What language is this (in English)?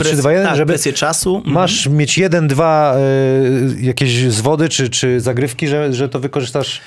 Polish